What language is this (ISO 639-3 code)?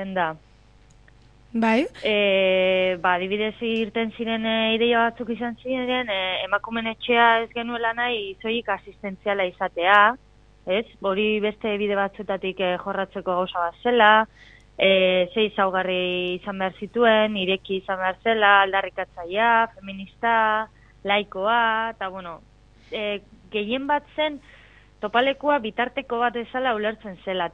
eus